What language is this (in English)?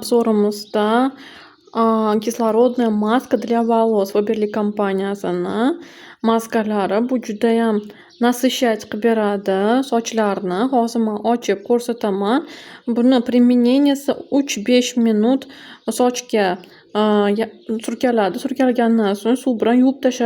Uzbek